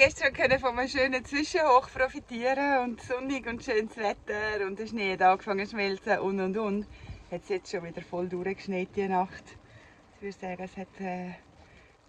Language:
Swiss German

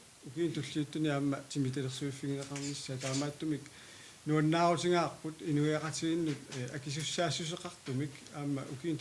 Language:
Kalaallisut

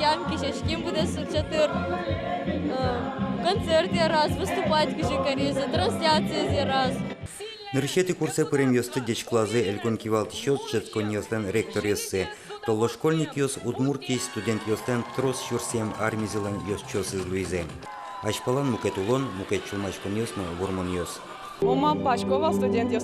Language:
Udmurt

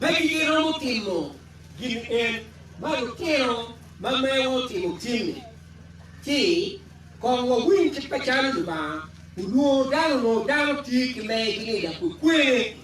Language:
Acoli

